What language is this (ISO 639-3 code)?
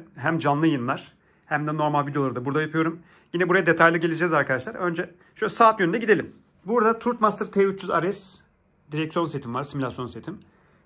tur